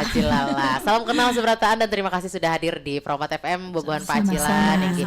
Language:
Banjar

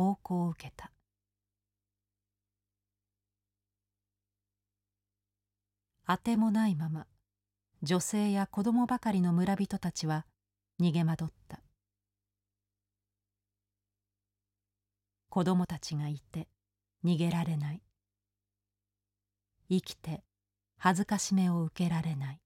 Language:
Japanese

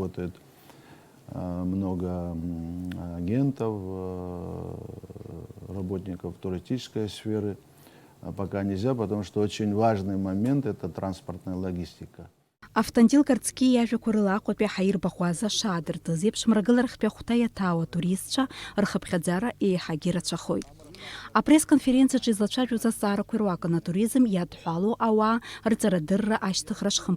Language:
Abkhazian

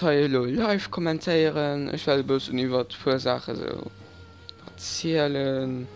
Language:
Luxembourgish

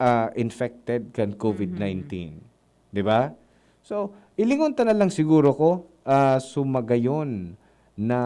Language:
Bikol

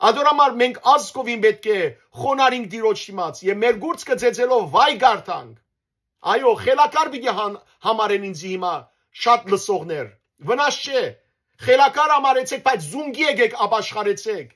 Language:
Western Armenian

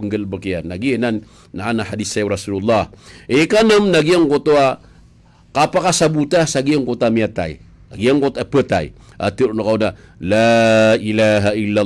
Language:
Maranao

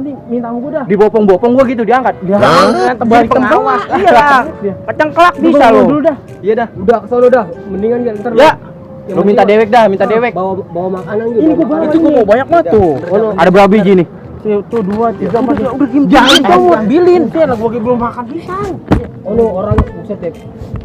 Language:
Betawi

